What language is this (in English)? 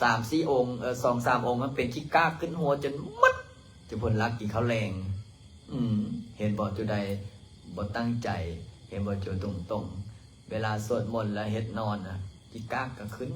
Lao